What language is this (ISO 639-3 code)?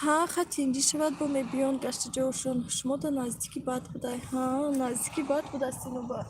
tgk